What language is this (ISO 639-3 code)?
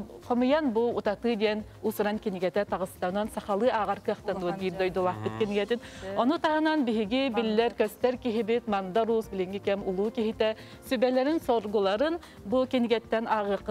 sah